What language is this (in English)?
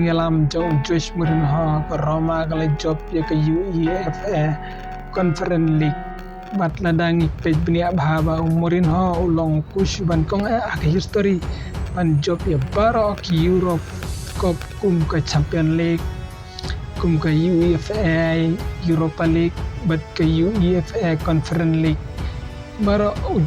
Khasi